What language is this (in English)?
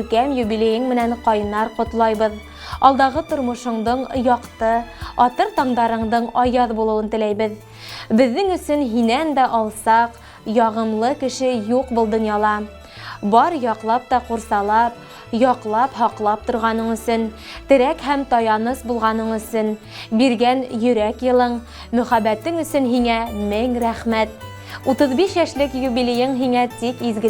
Bashkir